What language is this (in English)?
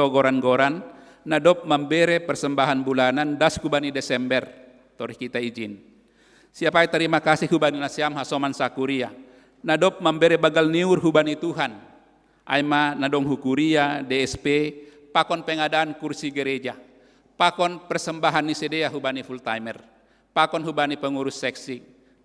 Batak Simalungun